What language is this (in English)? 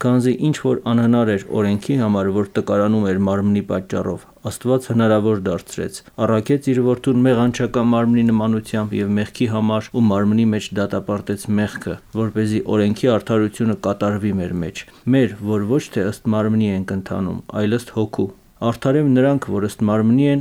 Armenian